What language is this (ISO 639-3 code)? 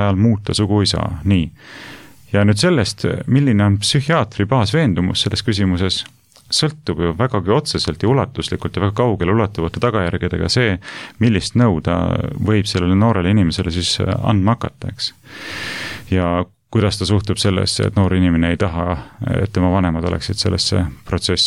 est